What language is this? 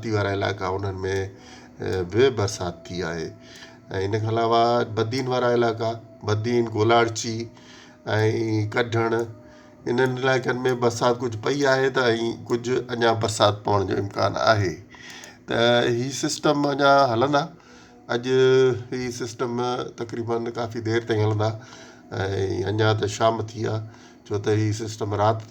Sindhi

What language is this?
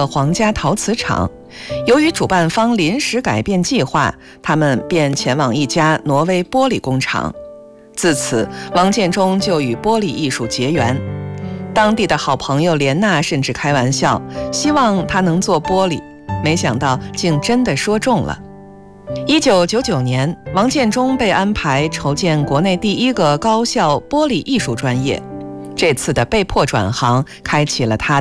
Chinese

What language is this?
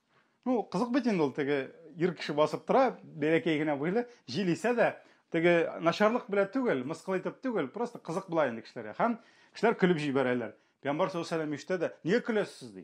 Tatar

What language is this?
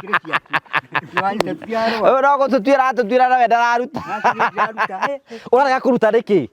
Kikuyu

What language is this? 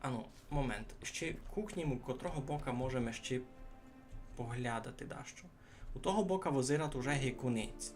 Rusyn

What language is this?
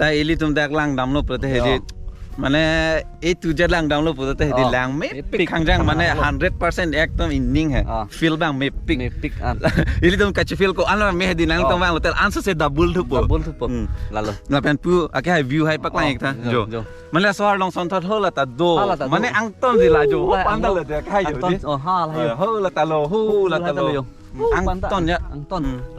Karbi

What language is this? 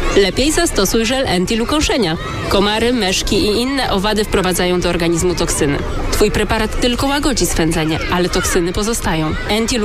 Polish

